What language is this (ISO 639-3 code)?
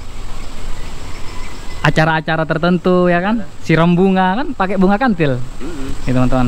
ind